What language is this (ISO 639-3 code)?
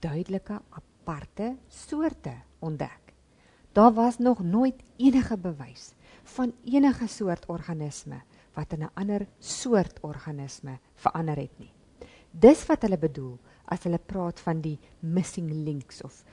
afr